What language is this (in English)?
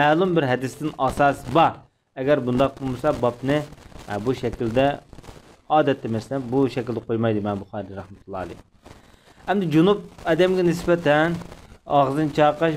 Uyghur